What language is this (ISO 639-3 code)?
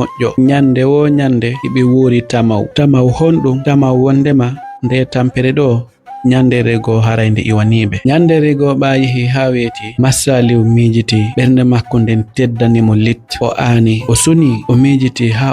ful